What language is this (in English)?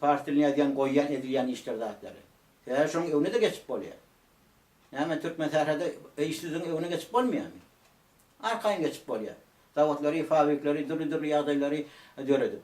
Turkmen